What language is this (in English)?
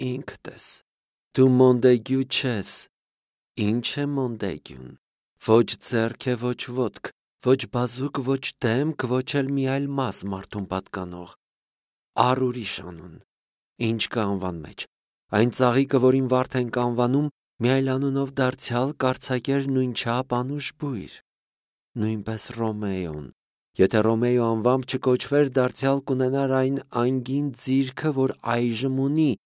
Armenian